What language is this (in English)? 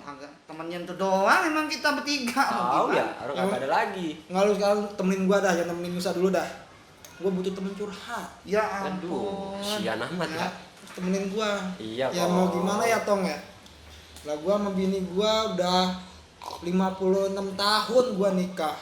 Betawi